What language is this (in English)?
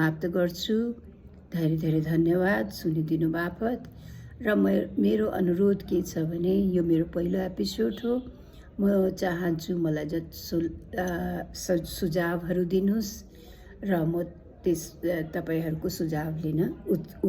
Nepali